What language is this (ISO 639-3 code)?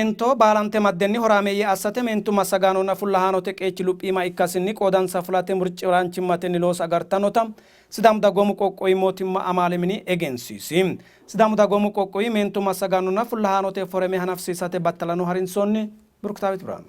sid